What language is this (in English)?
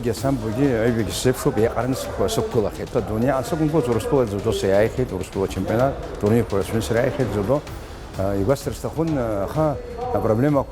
Abkhazian